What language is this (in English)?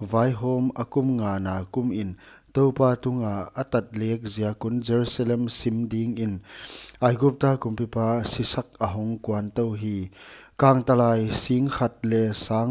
Paite Chin